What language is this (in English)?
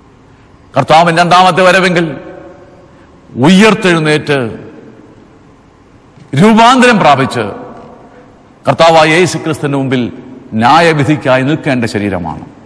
Malayalam